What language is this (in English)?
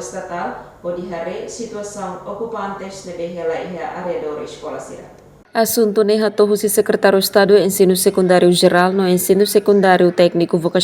Tetum